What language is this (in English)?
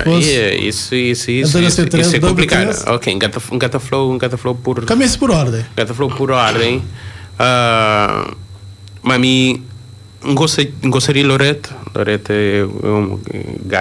Kabuverdianu